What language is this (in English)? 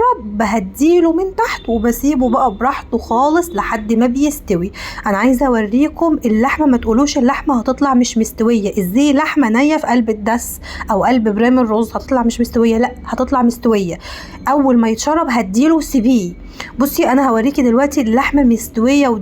Egyptian Arabic